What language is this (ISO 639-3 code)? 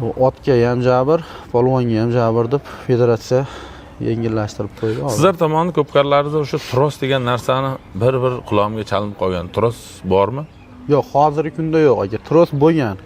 uzb